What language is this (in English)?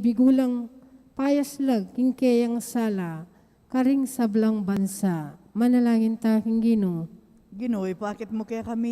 Pampanga